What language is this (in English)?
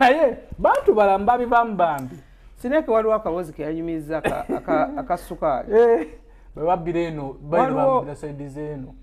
Ganda